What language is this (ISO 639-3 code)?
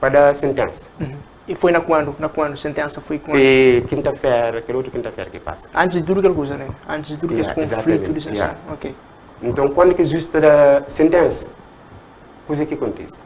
kea